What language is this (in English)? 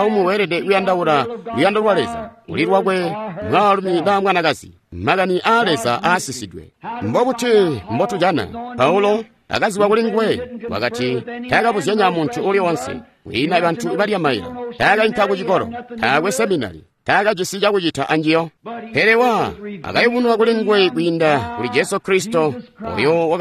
Tonga (Zambia)